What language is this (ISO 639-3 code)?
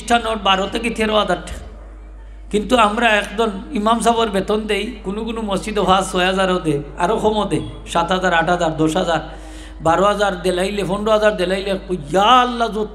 syl